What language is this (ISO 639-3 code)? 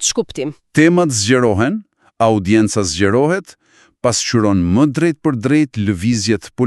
sqi